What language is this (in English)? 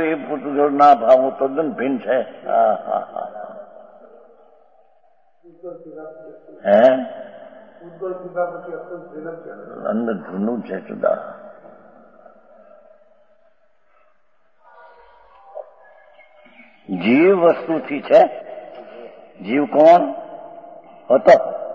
Gujarati